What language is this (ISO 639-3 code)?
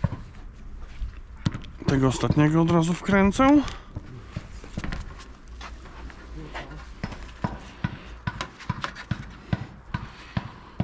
pol